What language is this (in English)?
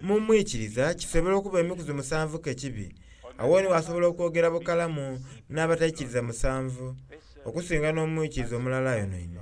Soga